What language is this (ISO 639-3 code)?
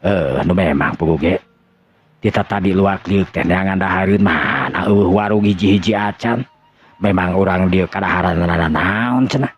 sun